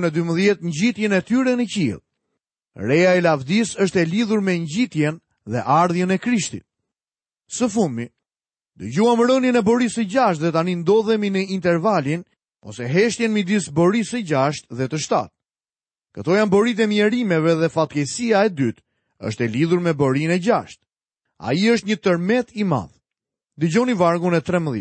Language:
Albanian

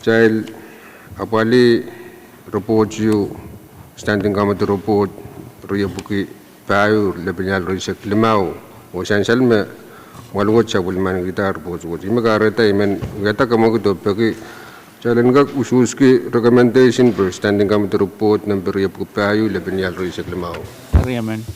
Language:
Pohnpeian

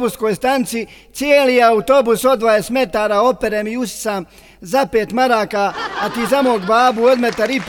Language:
Bosnian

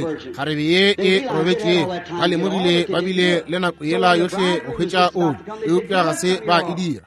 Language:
Northern Sotho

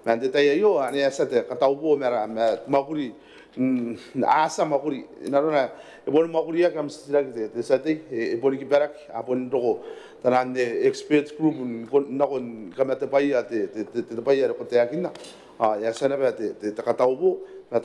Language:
Gilbertese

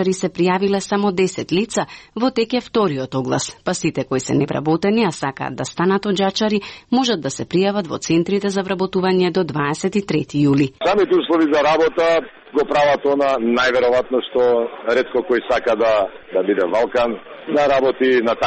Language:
Macedonian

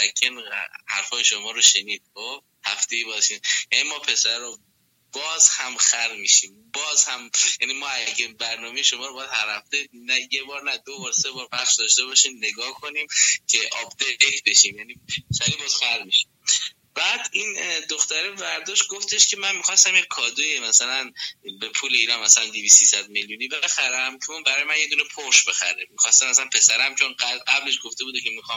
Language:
Persian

